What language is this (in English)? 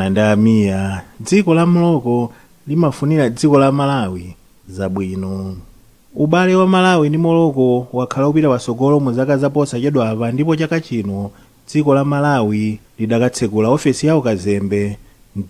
Nyanja